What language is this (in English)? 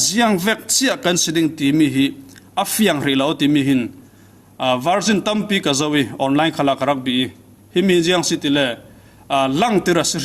Falam Chin